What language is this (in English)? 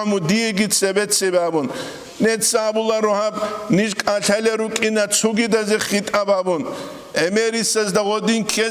Avaric